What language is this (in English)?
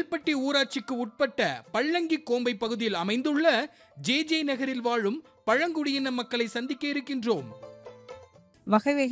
Tamil